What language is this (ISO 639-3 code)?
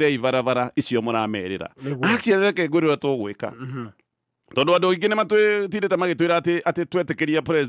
kik